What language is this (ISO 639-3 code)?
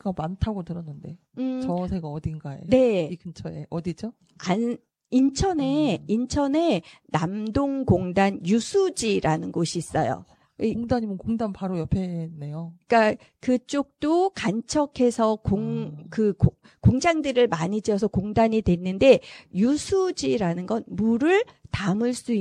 kor